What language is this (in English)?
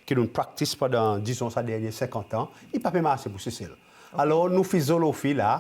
Seselwa Creole French